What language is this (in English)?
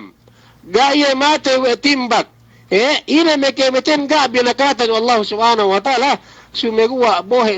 Yakan